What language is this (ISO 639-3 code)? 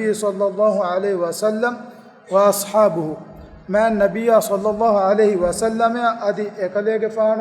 div